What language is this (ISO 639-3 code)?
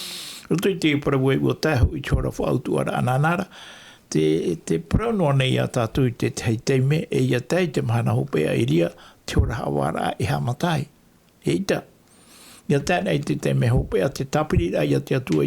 tah